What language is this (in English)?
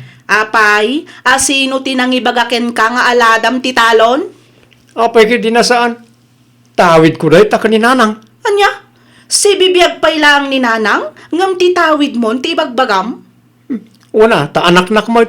Iloko